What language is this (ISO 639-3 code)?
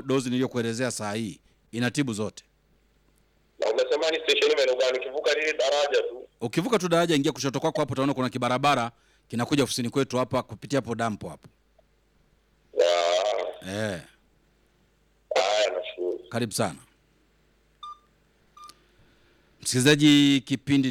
swa